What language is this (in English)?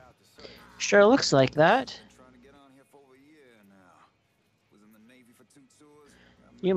English